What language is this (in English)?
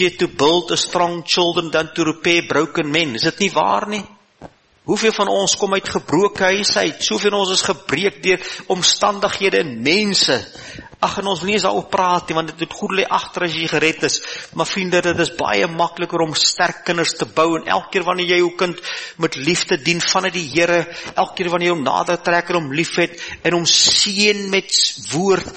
Afrikaans